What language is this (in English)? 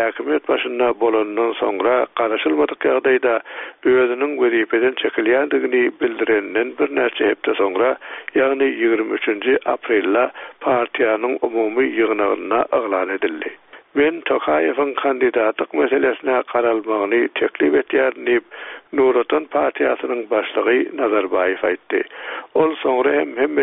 Turkmen